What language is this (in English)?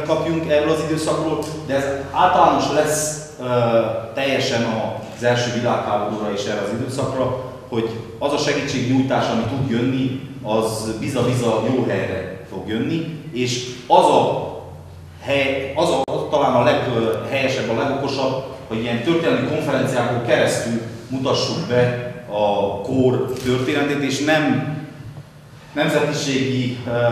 Hungarian